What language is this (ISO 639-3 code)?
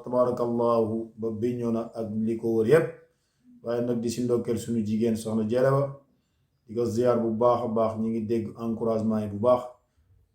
wol